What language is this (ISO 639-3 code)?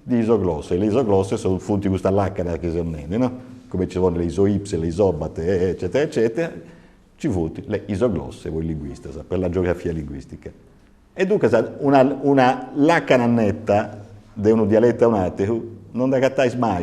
srd